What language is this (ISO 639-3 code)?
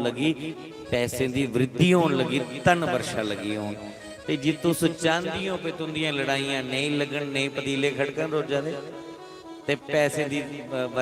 doi